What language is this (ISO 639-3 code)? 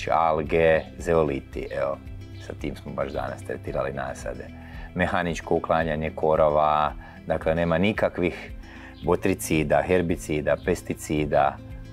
hrv